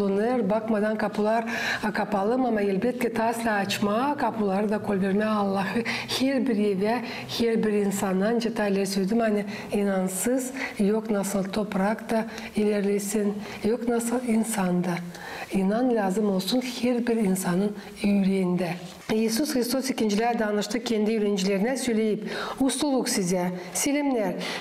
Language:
Gagauz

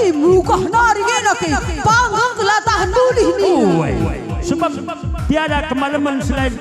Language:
Batak Karo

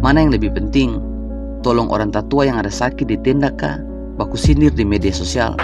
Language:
Ambonese Malay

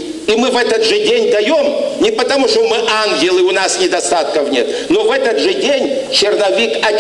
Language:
Kabardian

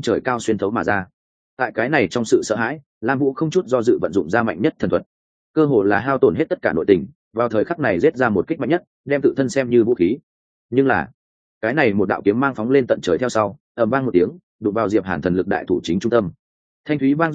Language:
Vietnamese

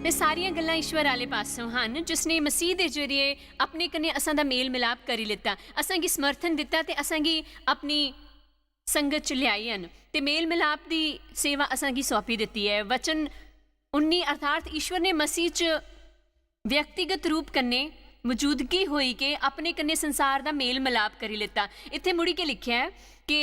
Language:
Dogri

